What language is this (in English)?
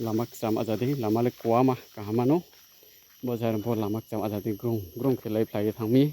Riang (India)